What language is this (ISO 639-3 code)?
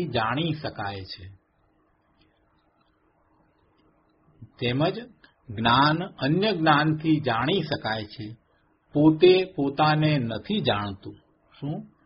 guj